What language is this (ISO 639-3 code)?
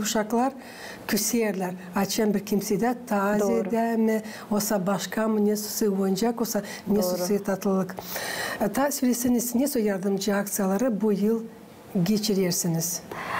gag